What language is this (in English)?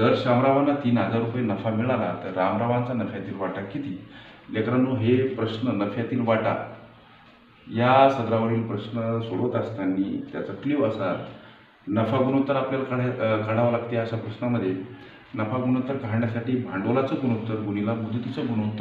Marathi